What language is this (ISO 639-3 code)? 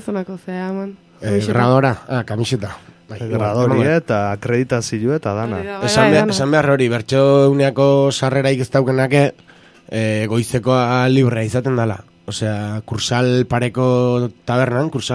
eus